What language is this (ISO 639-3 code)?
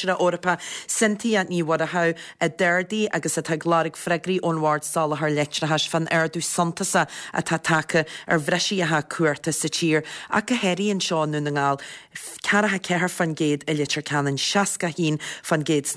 gle